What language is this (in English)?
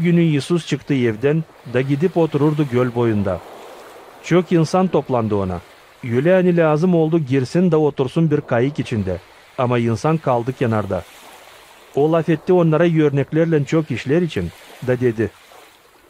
Gagauz